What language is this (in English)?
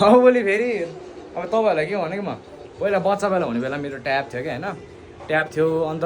Nepali